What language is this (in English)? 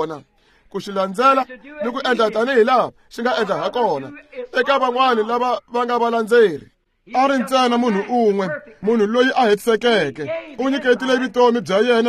Tsonga